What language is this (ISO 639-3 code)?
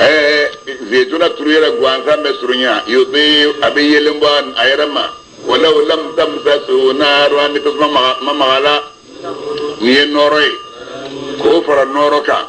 bam